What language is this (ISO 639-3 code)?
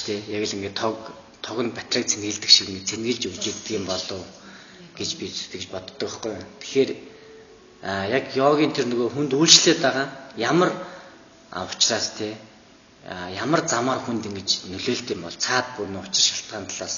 mon